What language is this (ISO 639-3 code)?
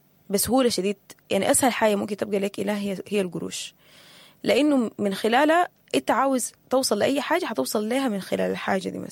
apd